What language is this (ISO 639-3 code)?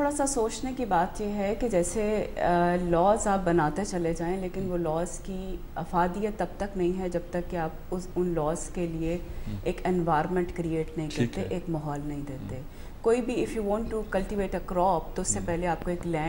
urd